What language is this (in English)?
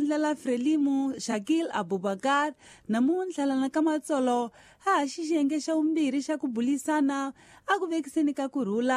Tsonga